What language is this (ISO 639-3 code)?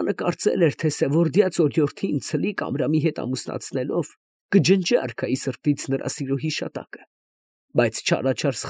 hye